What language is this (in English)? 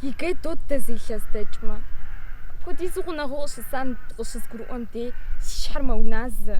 Kabardian